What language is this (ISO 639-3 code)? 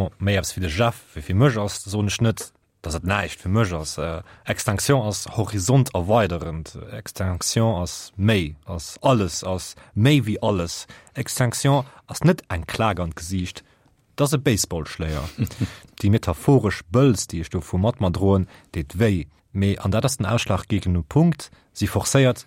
ltz